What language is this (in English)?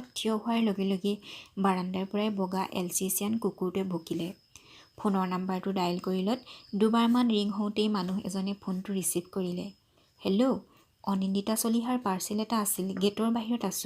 Assamese